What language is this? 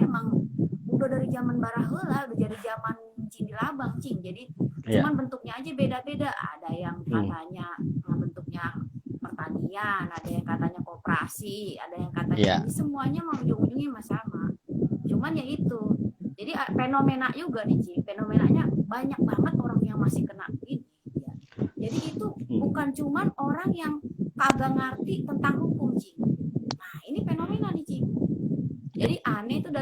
Betawi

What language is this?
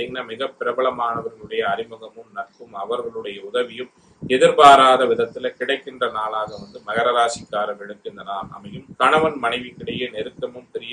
Tamil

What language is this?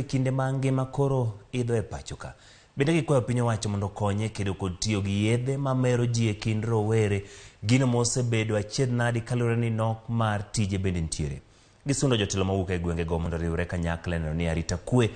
Luo (Kenya and Tanzania)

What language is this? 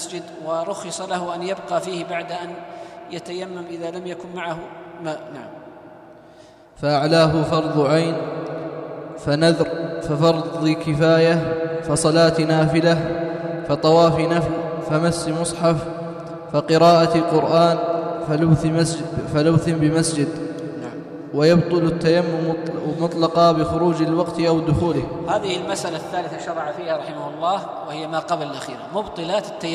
Arabic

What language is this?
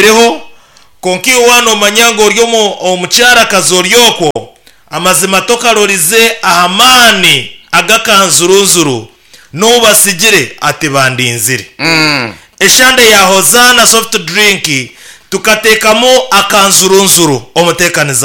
Nyankole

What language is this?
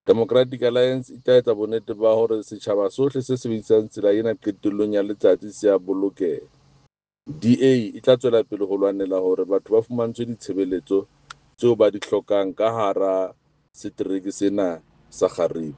Southern Sotho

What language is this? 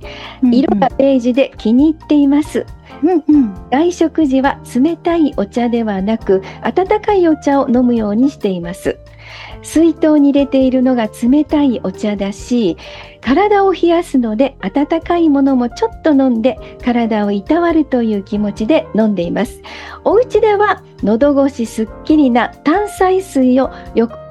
Japanese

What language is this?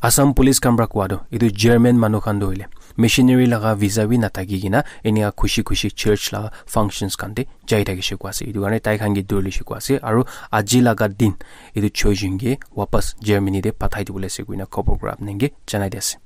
Naga Pidgin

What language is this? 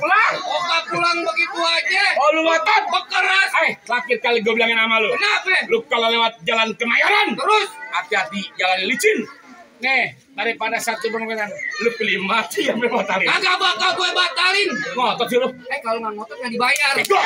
Betawi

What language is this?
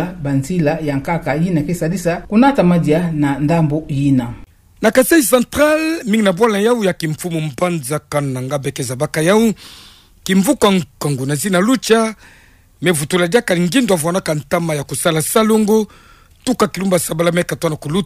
Kituba (Democratic Republic of Congo)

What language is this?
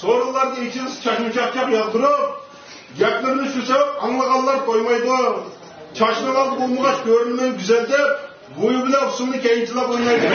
Uyghur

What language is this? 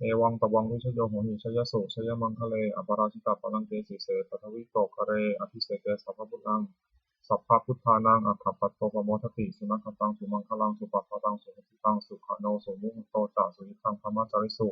Pali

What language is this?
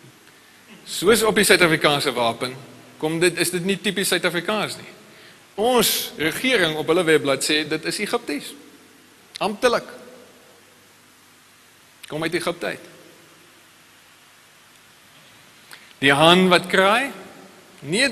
Afrikaans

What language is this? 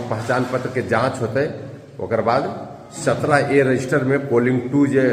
Magahi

